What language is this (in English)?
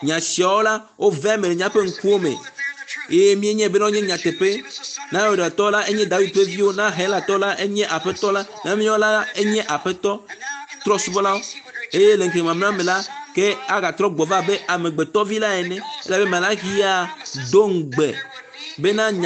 Ewe